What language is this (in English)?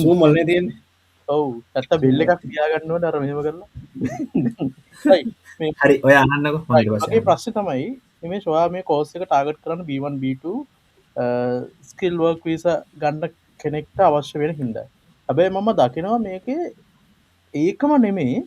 Sinhala